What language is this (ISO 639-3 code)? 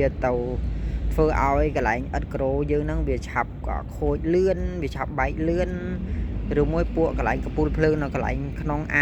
khm